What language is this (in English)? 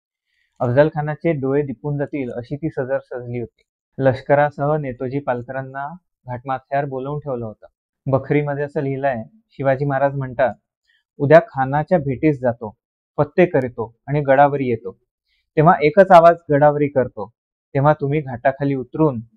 Marathi